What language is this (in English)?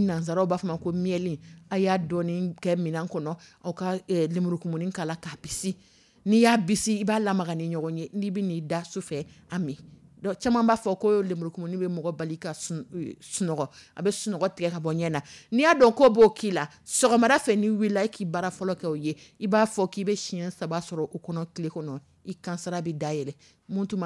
Dyula